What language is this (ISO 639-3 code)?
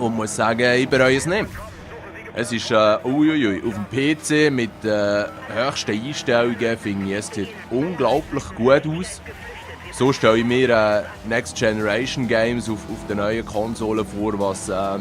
gsw